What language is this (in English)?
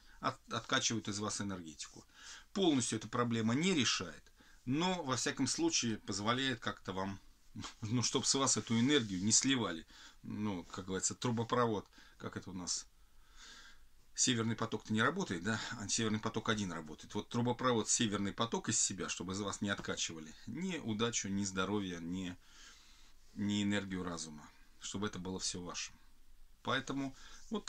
Russian